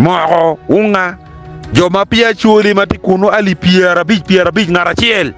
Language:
Acoli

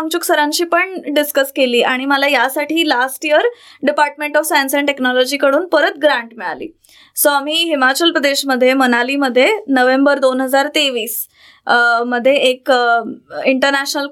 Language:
Marathi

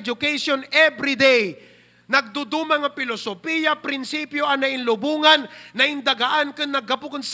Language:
Iloko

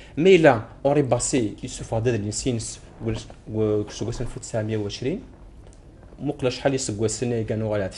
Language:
Kabyle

